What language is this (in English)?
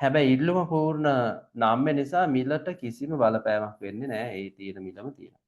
Sinhala